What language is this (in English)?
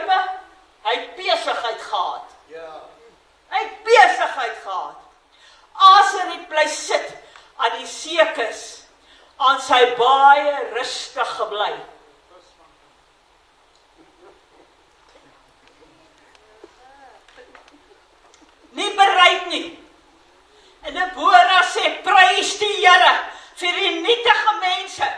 Afrikaans